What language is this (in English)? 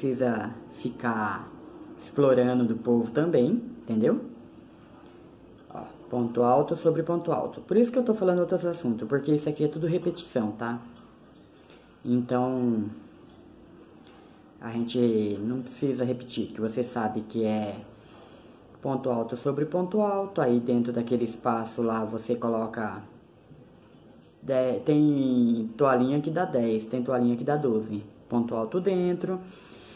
Portuguese